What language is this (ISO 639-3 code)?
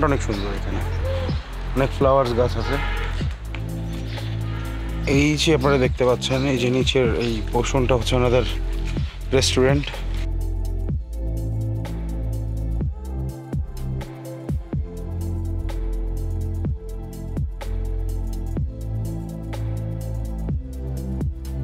ben